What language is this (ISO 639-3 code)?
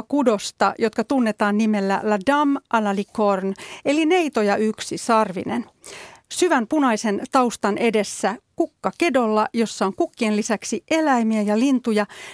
fin